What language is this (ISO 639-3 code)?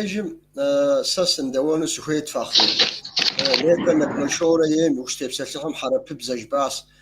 kbd